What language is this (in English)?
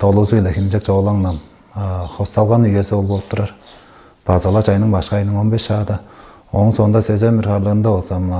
Tuvinian